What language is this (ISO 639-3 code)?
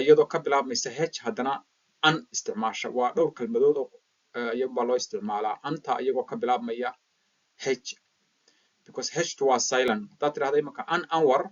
som